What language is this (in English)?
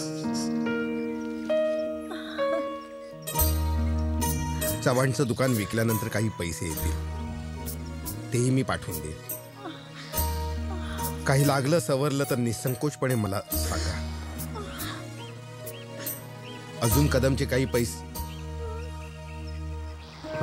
Marathi